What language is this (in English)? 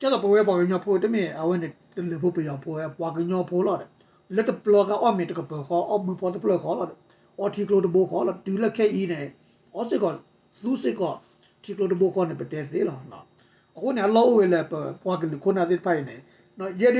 S'gaw Karen